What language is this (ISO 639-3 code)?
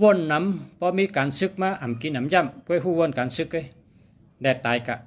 shn